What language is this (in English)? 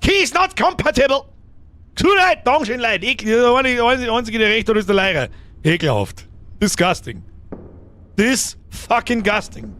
Bavarian